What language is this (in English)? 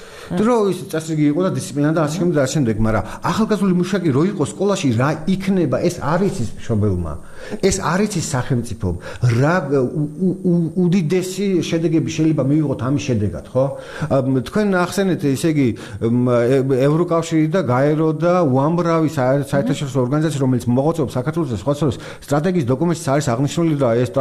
Georgian